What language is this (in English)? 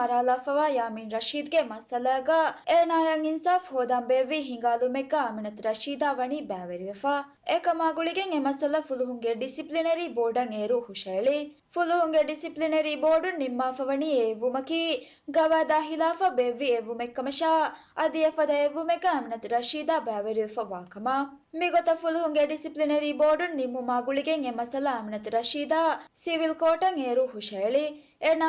Divehi